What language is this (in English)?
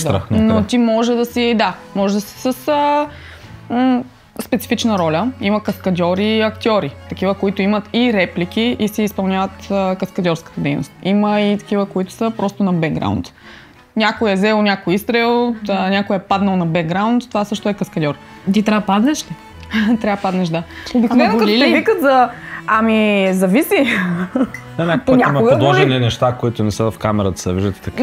Bulgarian